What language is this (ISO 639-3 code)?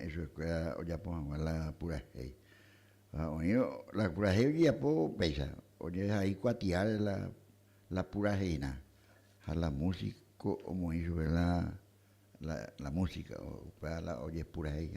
grn